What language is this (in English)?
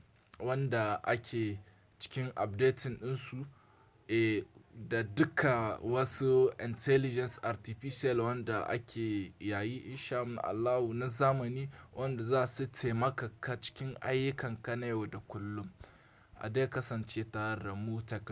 Hausa